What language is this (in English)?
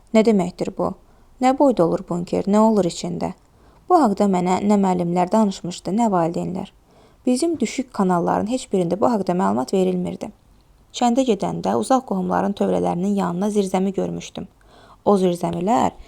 Azerbaijani